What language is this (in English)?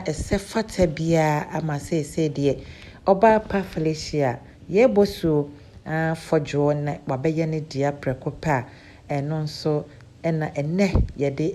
Akan